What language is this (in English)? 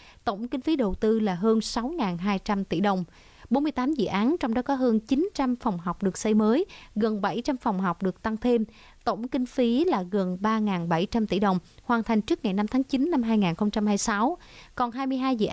Vietnamese